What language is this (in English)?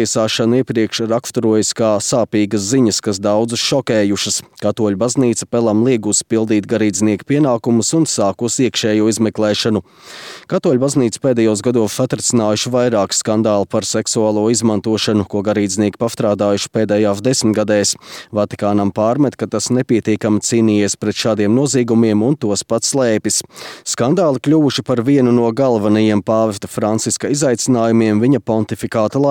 Latvian